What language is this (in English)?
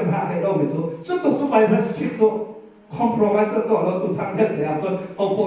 Hakha Chin